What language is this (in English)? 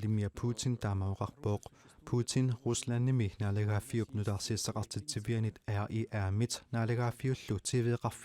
Kalaallisut